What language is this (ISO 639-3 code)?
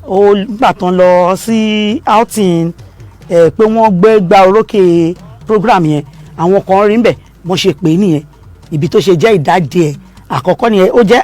yor